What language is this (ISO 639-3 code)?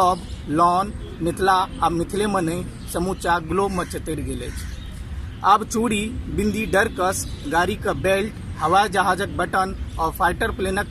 mai